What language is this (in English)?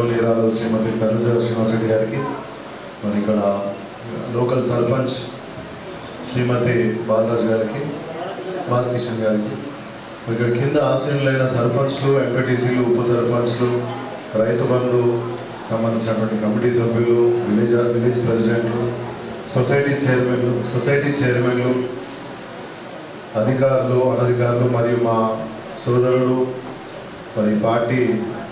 Telugu